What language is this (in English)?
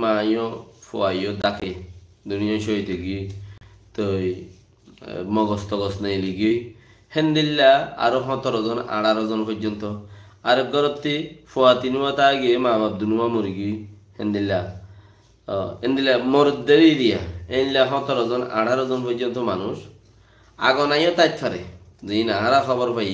Rohingya